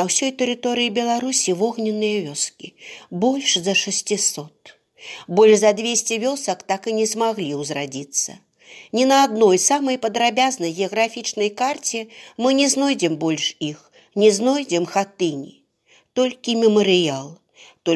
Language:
Belarusian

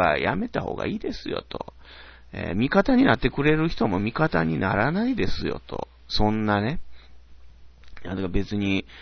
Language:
Japanese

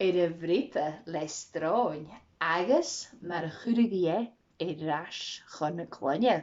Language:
Scottish Gaelic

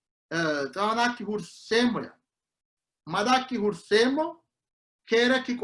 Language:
Sidamo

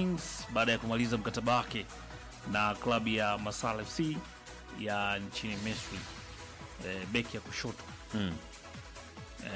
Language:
Swahili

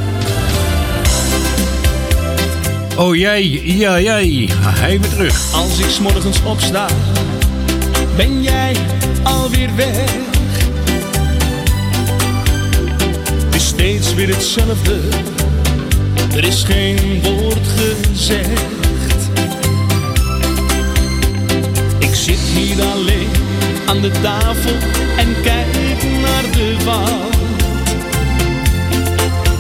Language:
Dutch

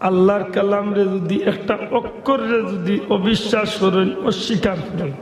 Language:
Sylheti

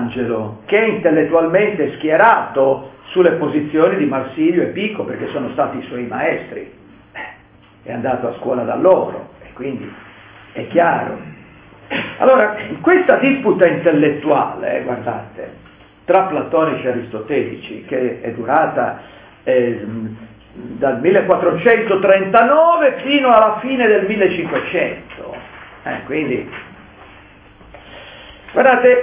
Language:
Italian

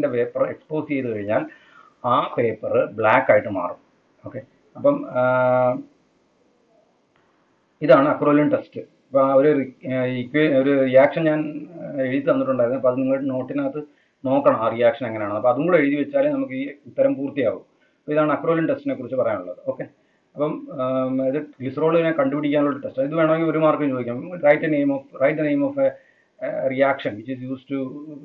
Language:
Malayalam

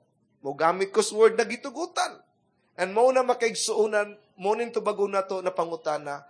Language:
Cebuano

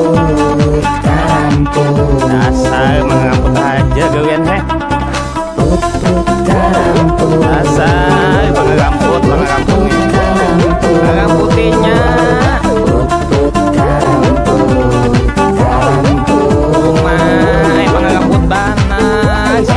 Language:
Banjar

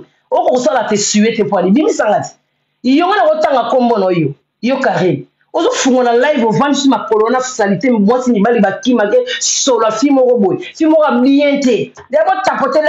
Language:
Lingala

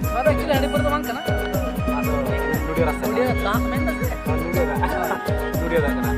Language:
Santali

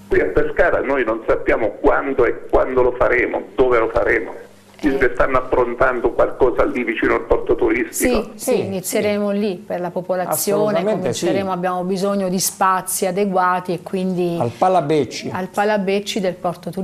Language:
Italian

